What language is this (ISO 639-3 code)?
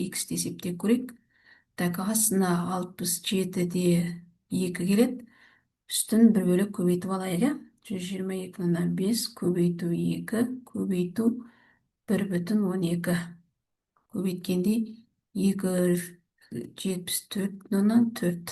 kaz